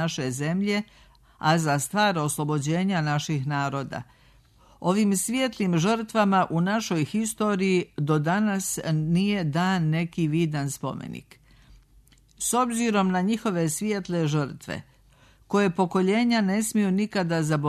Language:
Serbian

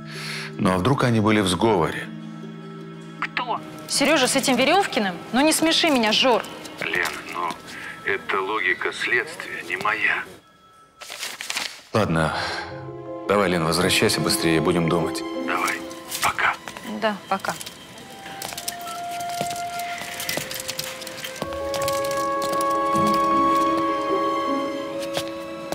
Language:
Russian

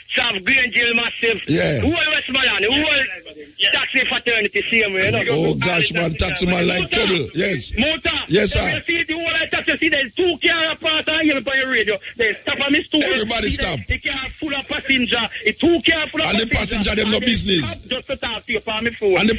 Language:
Jamaican Creole English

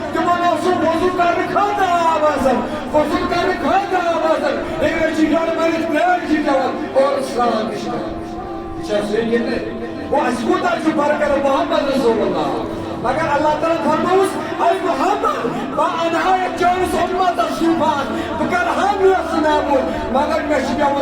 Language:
Kashmiri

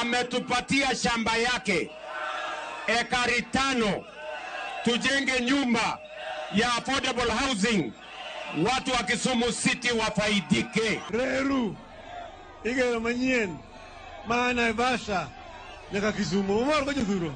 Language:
Luo (Kenya and Tanzania)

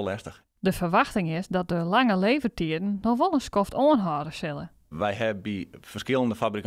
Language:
Western Frisian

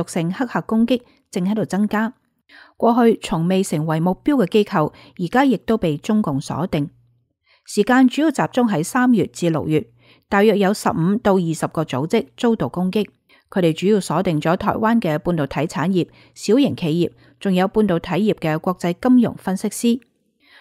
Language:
Cantonese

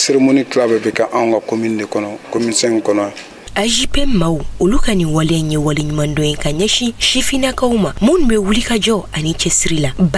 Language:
Bambara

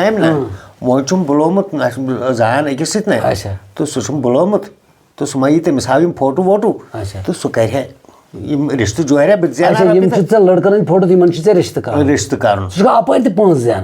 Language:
Kashmiri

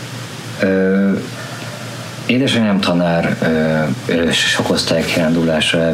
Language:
Hungarian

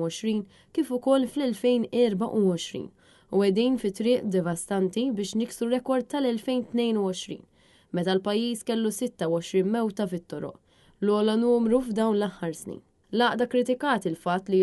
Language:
Maltese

